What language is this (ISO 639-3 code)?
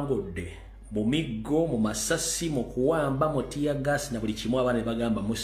lug